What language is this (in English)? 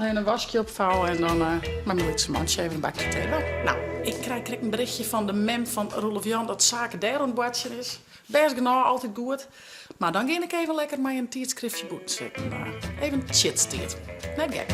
Western Frisian